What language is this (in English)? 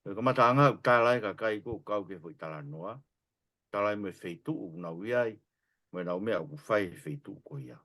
Tongan